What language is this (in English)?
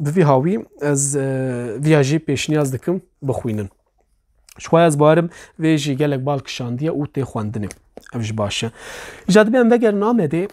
Kurdish